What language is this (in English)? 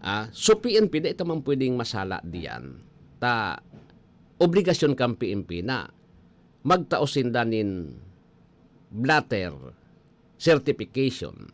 Bikol